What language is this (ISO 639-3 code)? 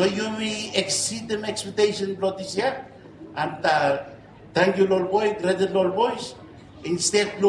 bis